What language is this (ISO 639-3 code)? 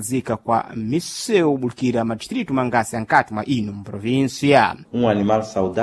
seh